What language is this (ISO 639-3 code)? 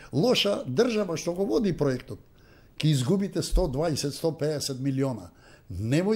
mkd